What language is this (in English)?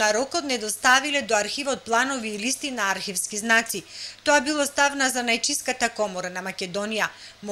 Macedonian